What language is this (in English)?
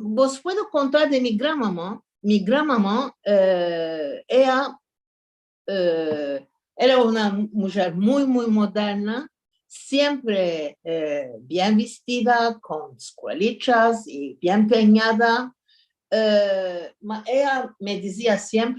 Ladino